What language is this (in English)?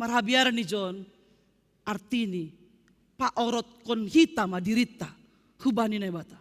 Batak Simalungun